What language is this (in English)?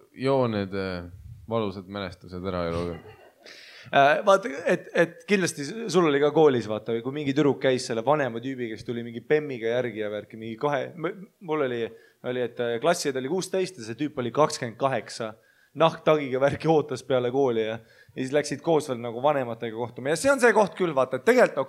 Estonian